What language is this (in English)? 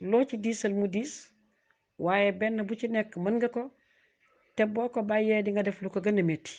Wolof